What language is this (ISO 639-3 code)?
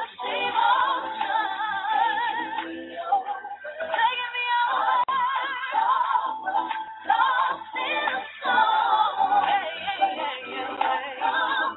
eng